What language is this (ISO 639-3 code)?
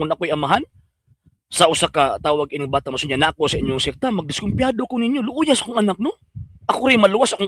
ceb